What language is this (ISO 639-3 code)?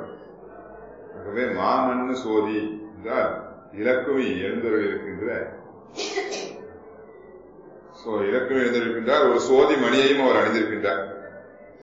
tam